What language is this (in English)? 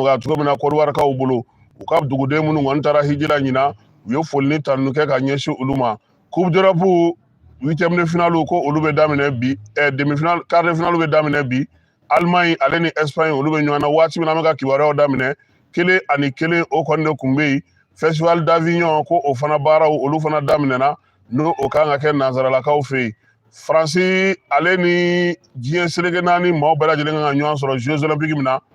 Bambara